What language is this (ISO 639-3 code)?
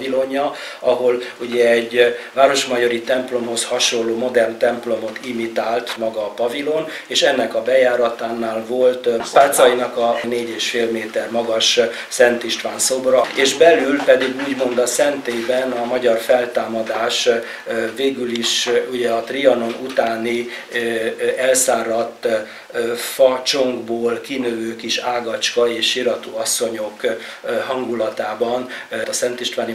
hun